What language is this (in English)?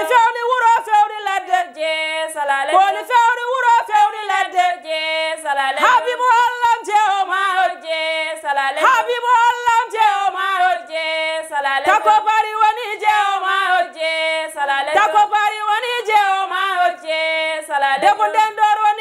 Fula